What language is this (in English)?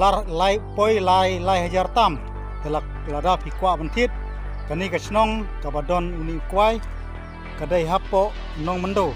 Khasi